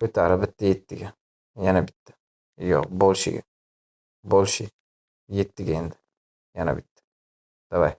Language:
Uzbek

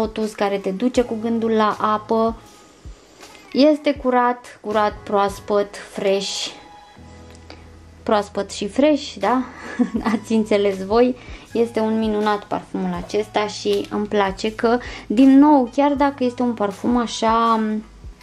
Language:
Romanian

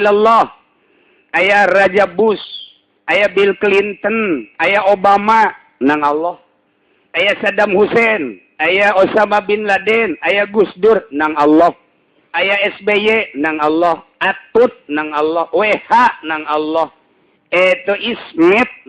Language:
Sundanese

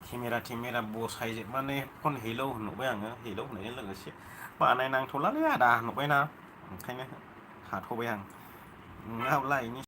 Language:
Bodo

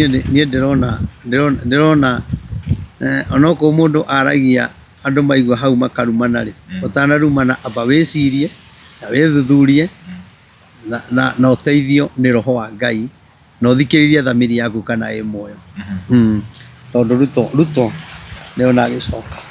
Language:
Kikuyu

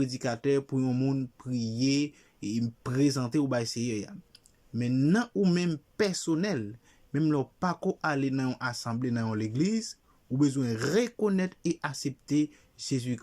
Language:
Haitian Creole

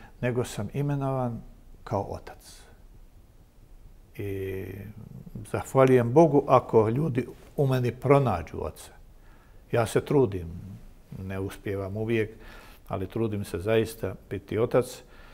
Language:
Croatian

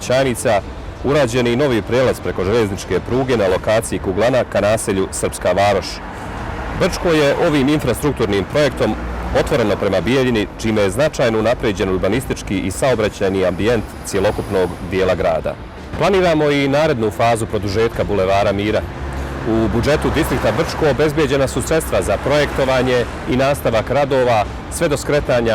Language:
Bosnian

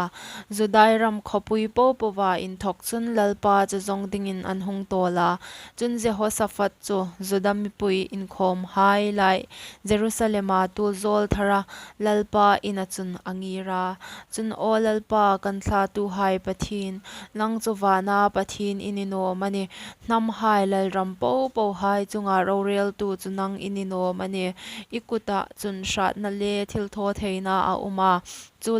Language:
Hmar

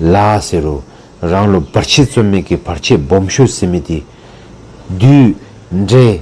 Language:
Dzongkha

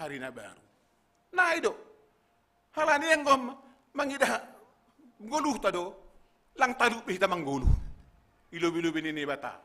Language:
Batak Simalungun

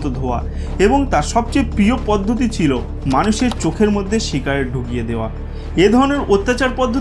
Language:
Bangla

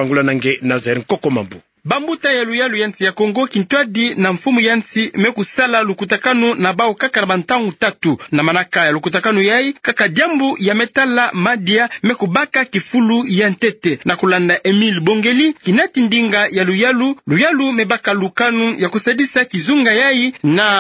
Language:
Kituba (Democratic Republic of Congo)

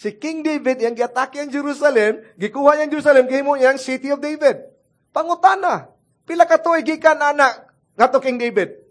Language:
Cebuano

